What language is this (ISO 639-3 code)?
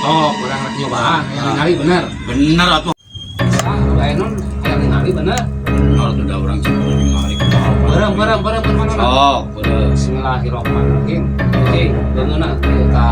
sun